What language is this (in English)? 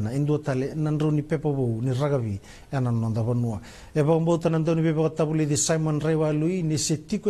Fijian